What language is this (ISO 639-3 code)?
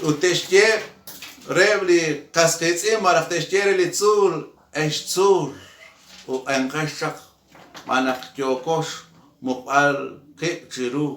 kek